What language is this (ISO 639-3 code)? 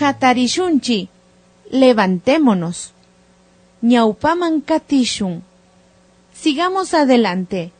qvi